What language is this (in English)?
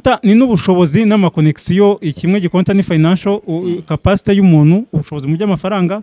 Kinyarwanda